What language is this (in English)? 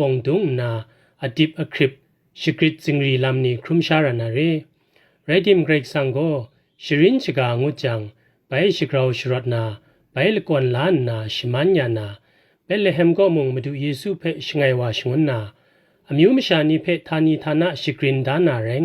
Kachin